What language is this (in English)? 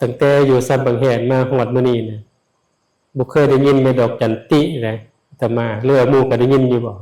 Lao